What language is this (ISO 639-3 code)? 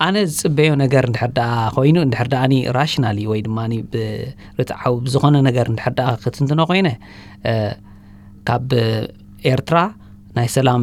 tir